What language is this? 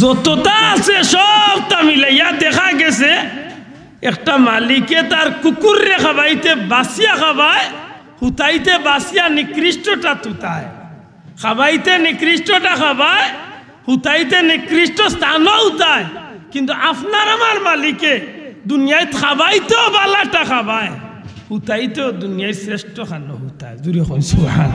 Sylheti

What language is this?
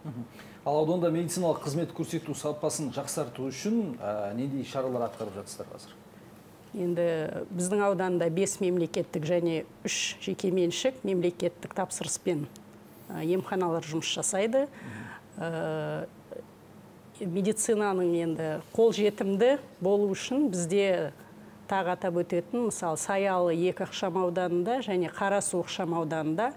Kazakh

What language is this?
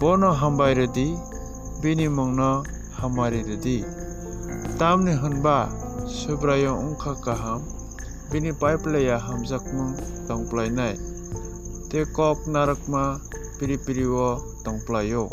Kok Borok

